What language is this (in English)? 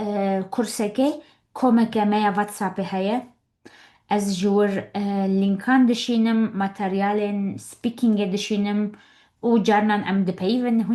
Kurdish